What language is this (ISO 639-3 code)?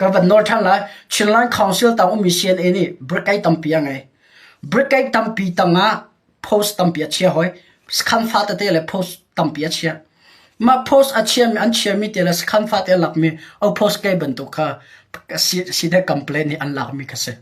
cnh